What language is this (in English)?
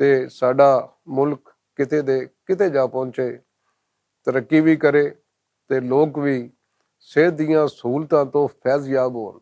Western Panjabi